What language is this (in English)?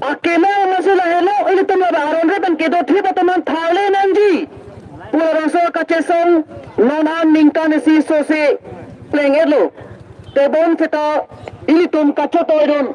Karbi